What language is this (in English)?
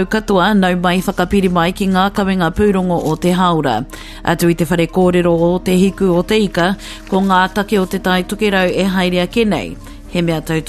Māori